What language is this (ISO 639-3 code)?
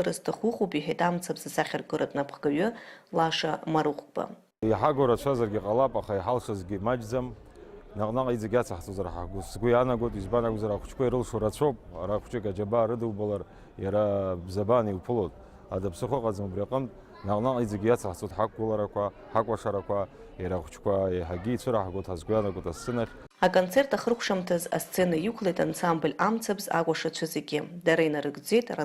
abk